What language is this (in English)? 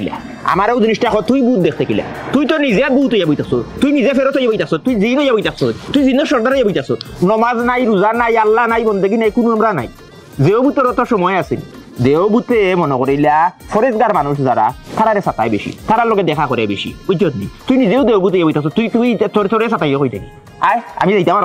Sylheti